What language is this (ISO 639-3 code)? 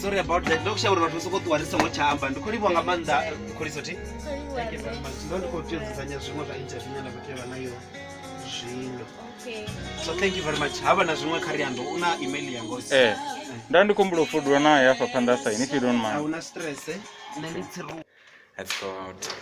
ven